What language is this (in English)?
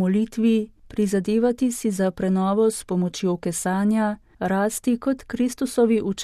Slovenian